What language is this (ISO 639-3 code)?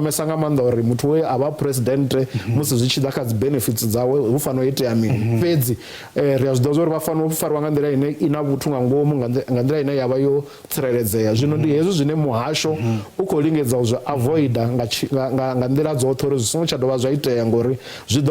ven